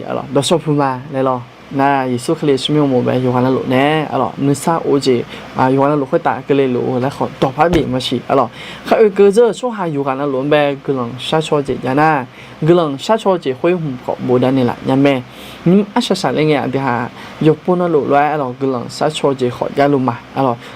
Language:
Akha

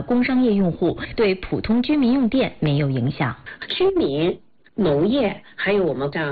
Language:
Chinese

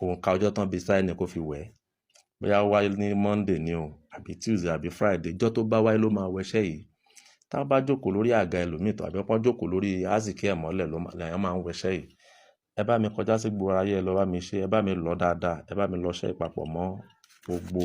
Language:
Yoruba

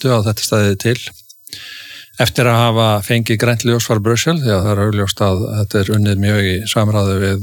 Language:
Icelandic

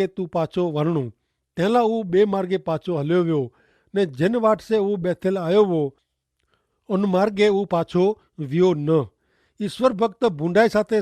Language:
Kachhi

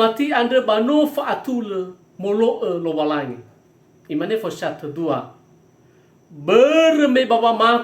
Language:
Nias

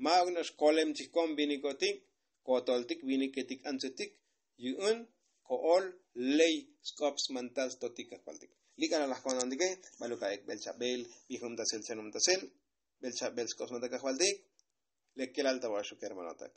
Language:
Tzotzil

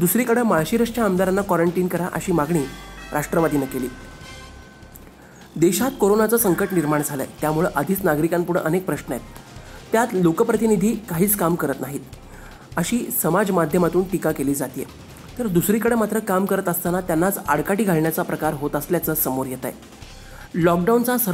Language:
Marathi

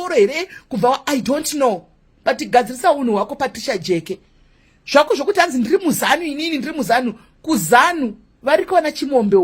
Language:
Shona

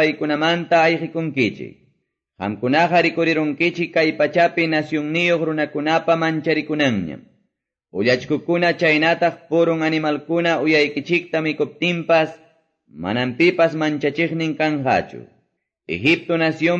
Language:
Quechua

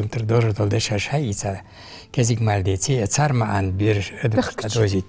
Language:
Ingush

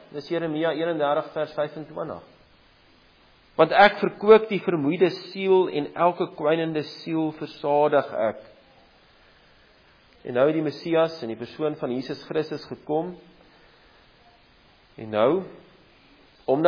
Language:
Afrikaans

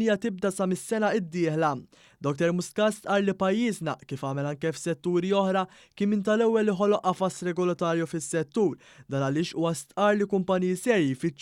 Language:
Maltese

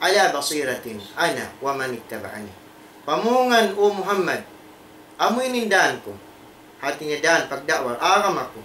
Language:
Tausug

